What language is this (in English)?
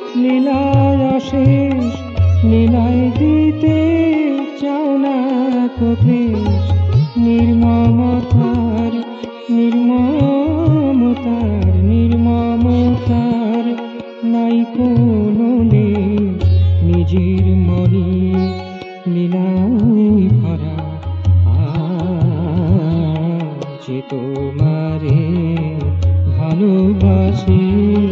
Bangla